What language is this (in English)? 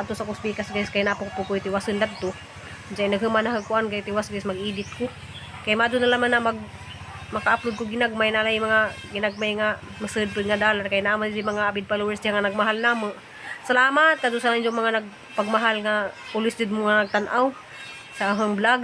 Cebuano